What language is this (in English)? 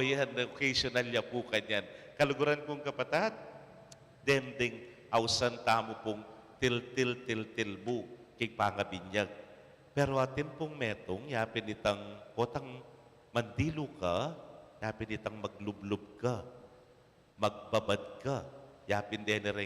Pampanga